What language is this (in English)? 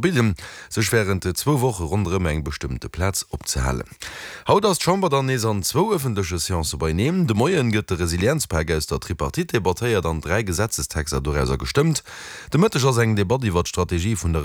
Luxembourgish